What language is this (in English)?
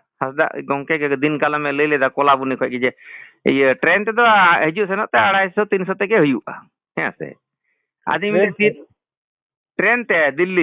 Santali